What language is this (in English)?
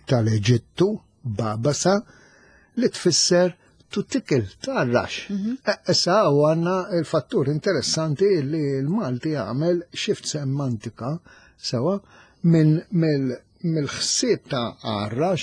Maltese